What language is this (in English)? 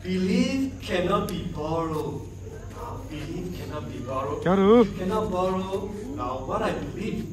S'gaw Karen